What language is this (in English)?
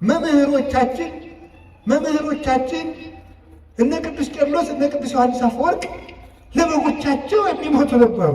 Amharic